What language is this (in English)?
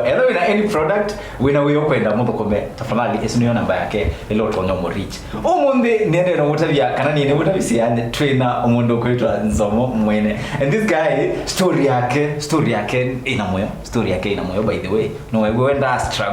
Kamba